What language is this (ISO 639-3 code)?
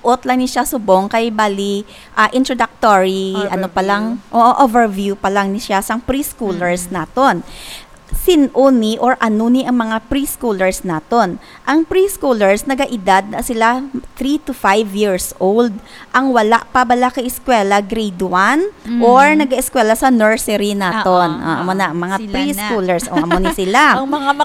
hil